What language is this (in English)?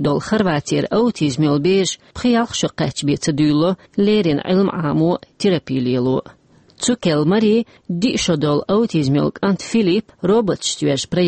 Chechen